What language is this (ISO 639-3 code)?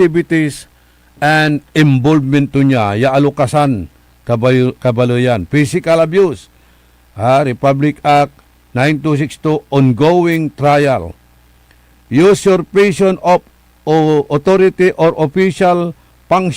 pag